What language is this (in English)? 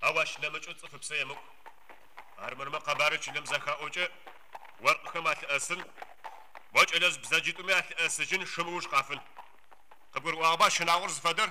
Adyghe